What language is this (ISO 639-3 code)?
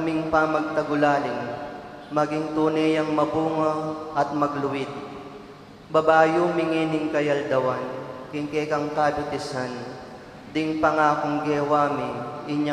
pam